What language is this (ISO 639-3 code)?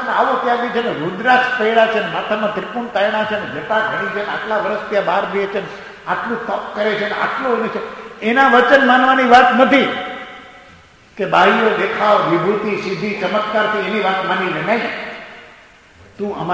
guj